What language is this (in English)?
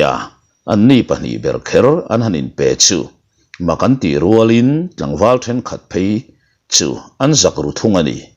Mizo